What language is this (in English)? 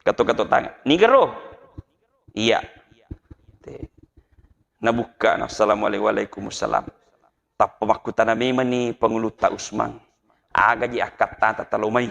Buginese